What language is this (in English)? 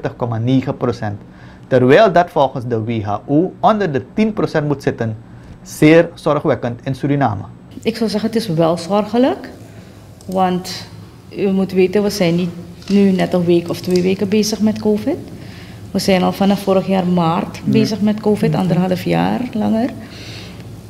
Dutch